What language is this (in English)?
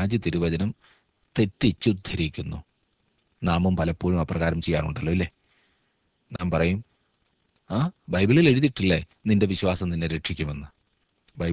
Malayalam